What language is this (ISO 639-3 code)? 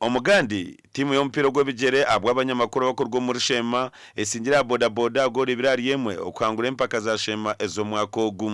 nyn